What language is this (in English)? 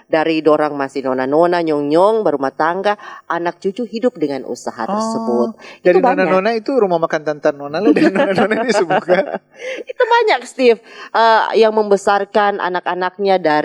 Manado Malay